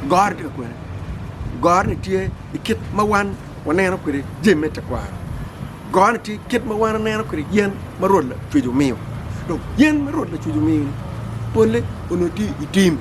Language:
Acoli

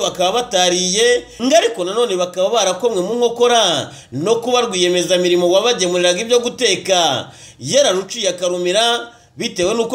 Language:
Kinyarwanda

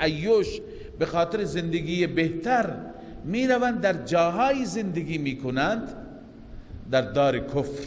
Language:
Persian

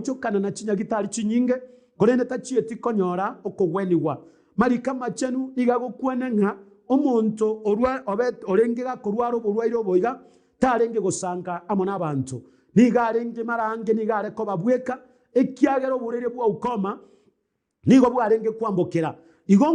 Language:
Gusii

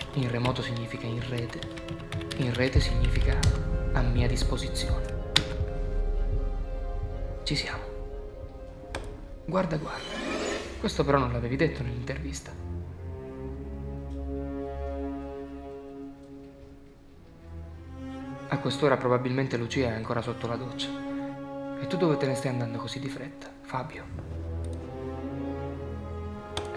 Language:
Italian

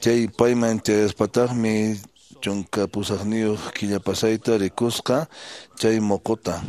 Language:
Quechua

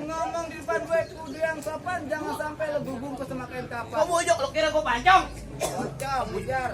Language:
Betawi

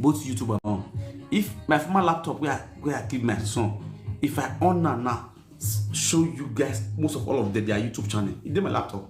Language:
Nigerian Pidgin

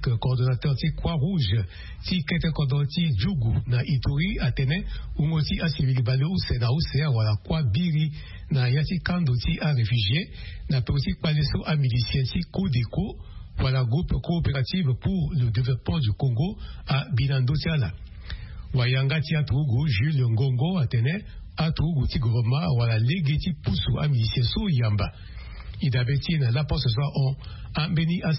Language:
Sango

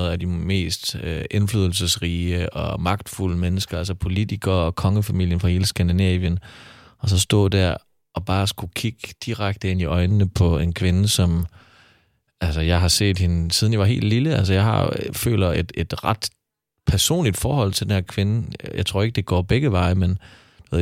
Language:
Danish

